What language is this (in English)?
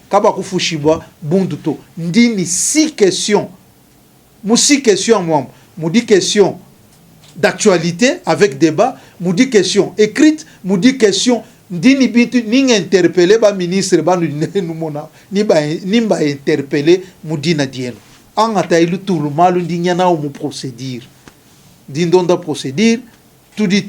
Luba-Lulua